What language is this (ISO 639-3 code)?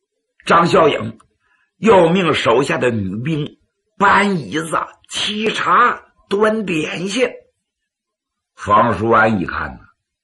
zho